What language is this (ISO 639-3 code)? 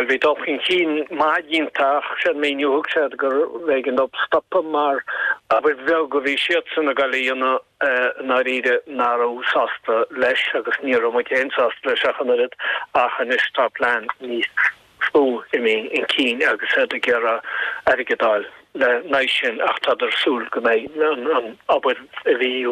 gle